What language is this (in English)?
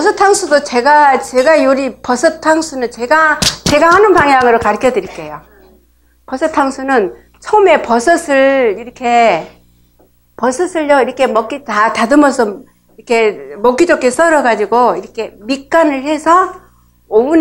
Korean